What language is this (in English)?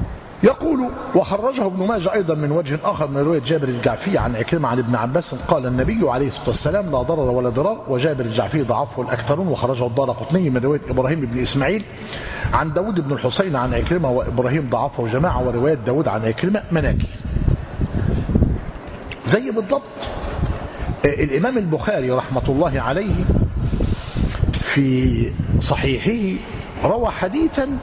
Arabic